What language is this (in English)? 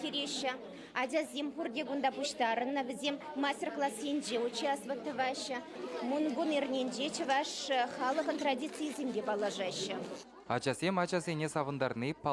Chuvash